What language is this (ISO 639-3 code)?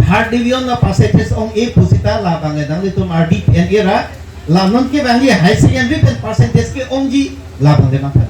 mjw